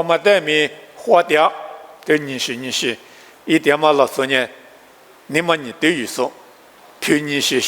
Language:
Lisu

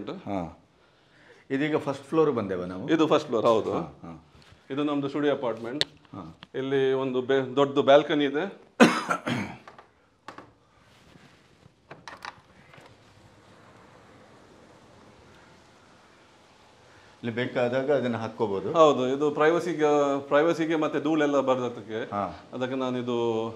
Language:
Kannada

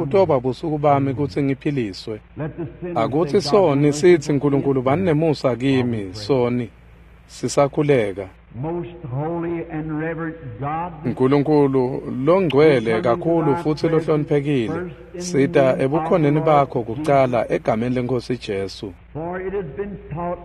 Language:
Swati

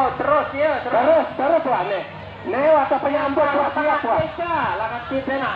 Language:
Sasak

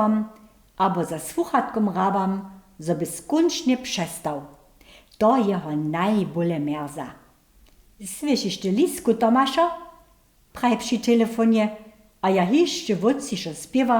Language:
Upper Sorbian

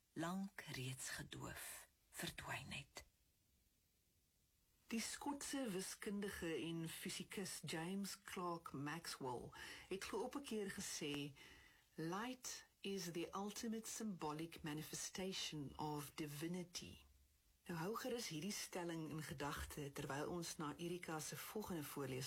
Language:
Afrikaans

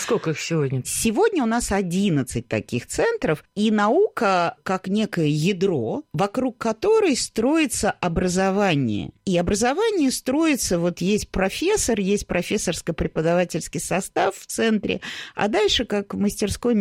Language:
Russian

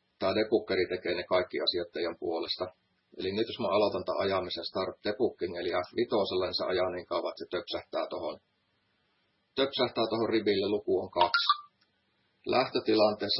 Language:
Finnish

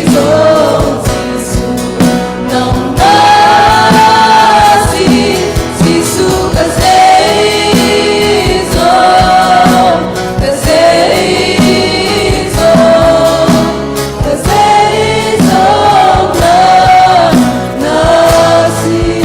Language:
Hakha Chin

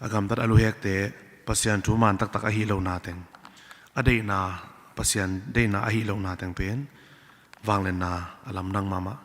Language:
Tedim Chin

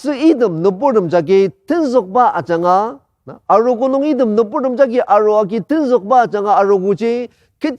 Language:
Ao Naga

